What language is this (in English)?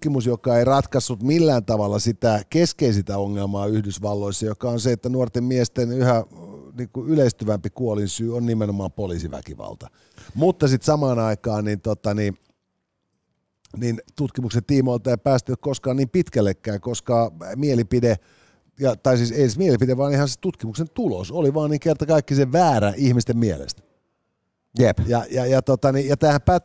Finnish